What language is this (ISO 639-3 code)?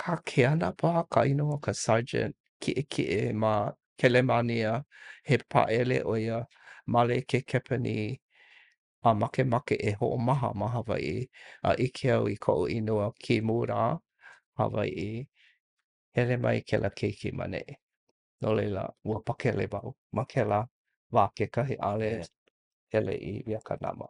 haw